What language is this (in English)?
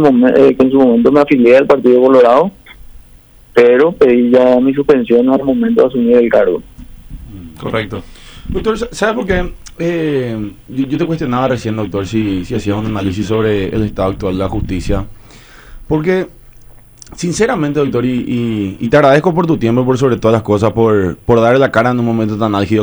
Spanish